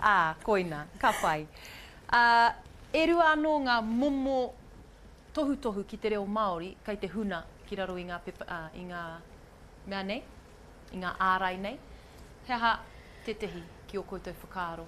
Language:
Māori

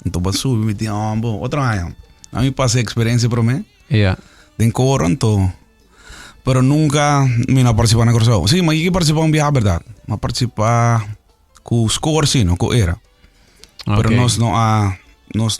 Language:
Papiamento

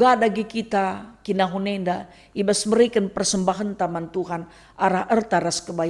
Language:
Batak Karo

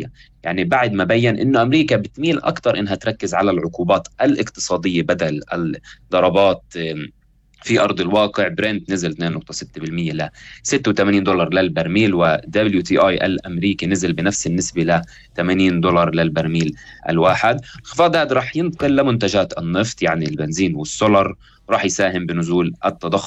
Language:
North Levantine Arabic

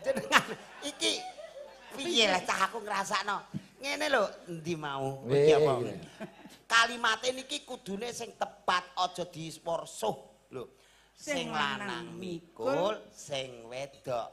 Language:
Javanese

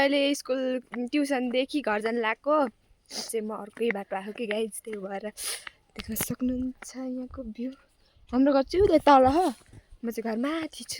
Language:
Nepali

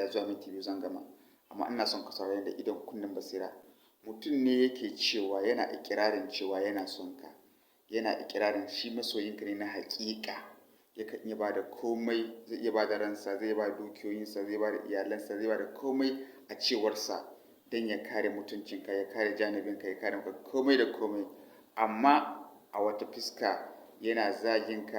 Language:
Hausa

